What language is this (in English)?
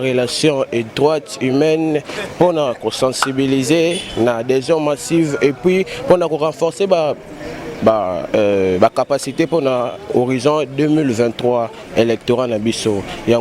Lingala